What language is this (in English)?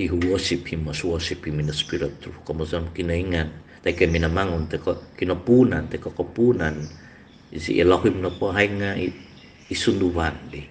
Central Dusun